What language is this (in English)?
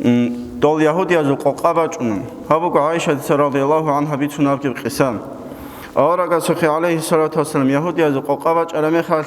Avaric